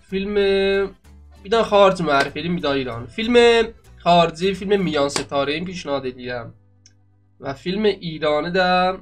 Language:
South Azerbaijani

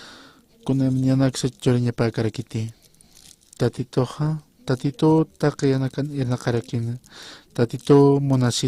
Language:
Aymara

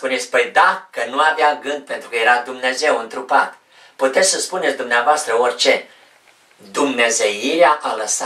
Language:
Romanian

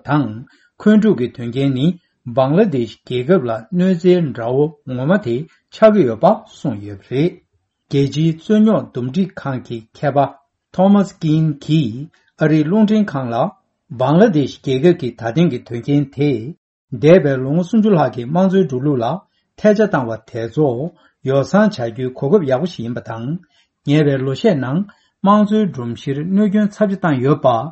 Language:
Tibetan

